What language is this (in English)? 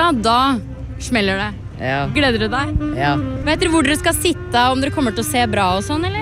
Norwegian